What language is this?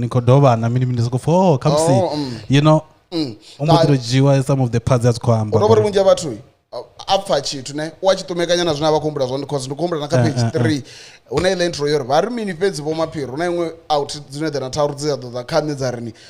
Venda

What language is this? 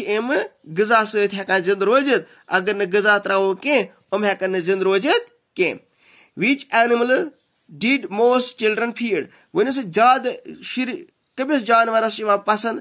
Kashmiri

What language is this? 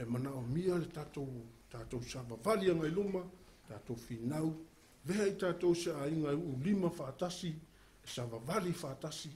Samoan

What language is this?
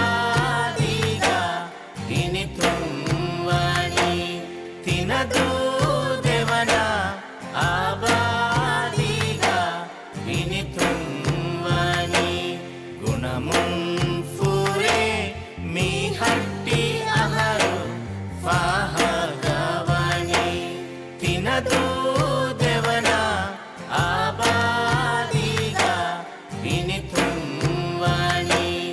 Divehi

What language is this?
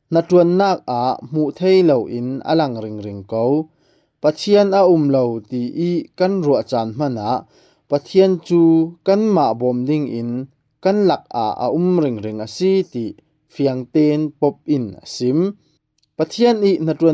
Falam Chin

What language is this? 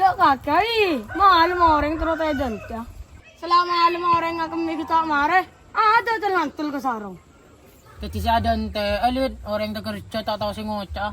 Madurese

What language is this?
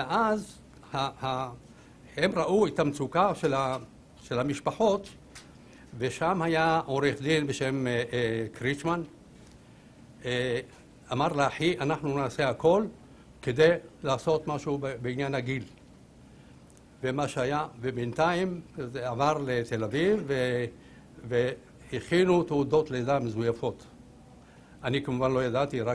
Hebrew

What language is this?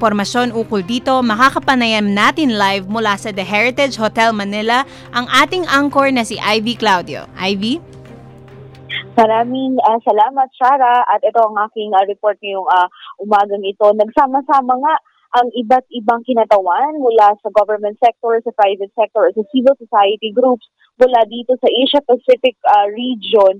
Filipino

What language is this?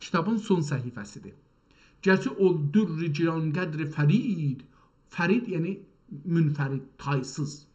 South Azerbaijani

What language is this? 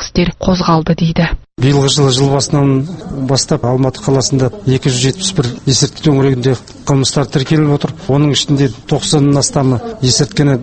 Kazakh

